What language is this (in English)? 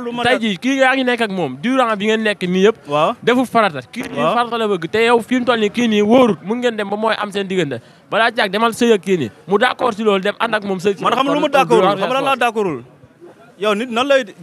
Wolof